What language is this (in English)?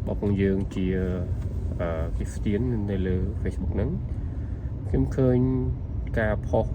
Khmer